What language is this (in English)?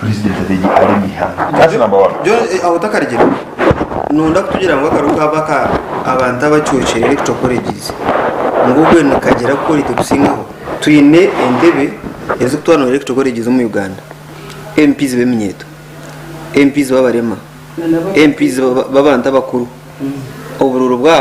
Nyankole